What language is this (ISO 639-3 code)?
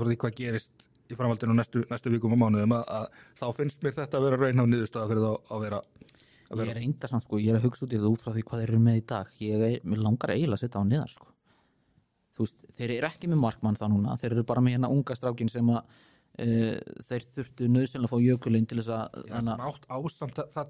isl